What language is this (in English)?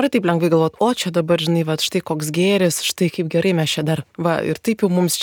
Lithuanian